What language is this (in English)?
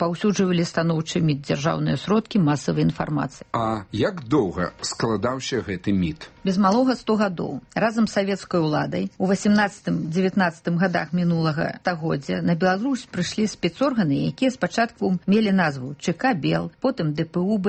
Belarusian